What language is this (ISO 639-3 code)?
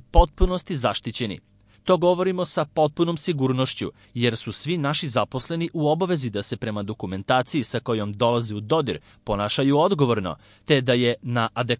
srp